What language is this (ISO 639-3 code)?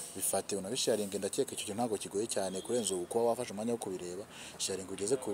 kin